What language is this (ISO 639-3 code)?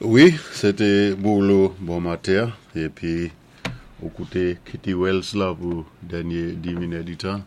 acf